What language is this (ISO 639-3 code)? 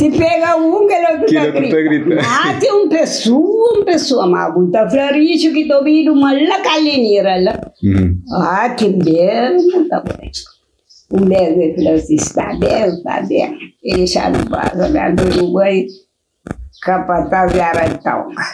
kea